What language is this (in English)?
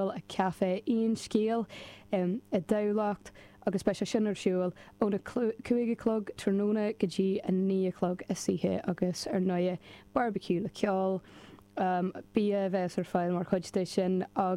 Irish